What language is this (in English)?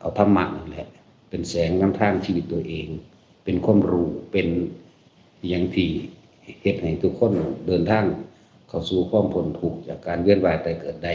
Northeastern Thai